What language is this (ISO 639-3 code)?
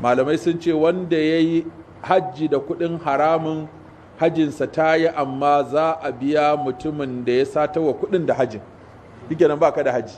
hau